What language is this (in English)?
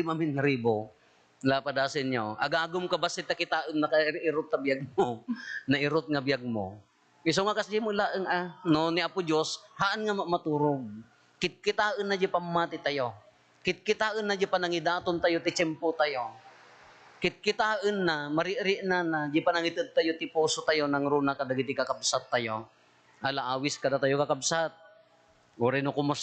Iloko